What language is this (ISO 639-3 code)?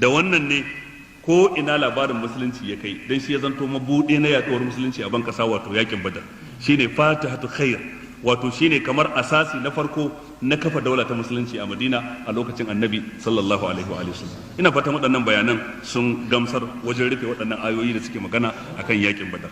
hau